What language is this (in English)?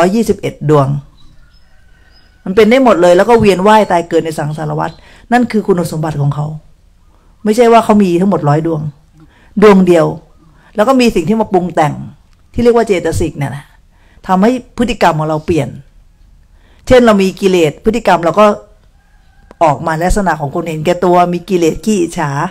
Thai